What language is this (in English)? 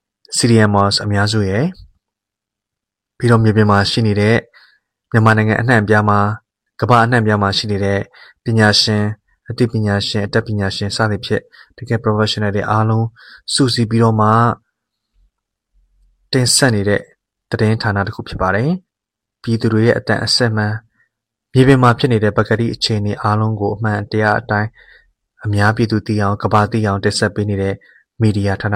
Burmese